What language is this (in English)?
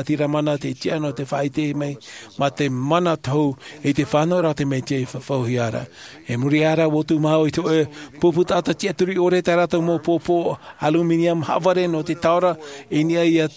Tahitian